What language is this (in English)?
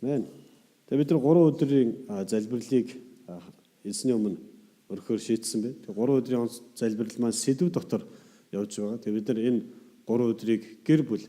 Mongolian